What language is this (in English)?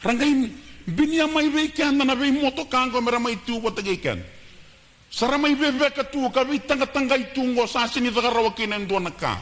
Fijian